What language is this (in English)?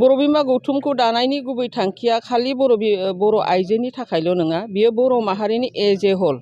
Bodo